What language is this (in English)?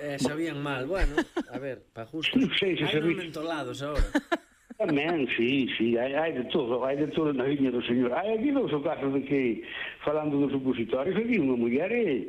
Galician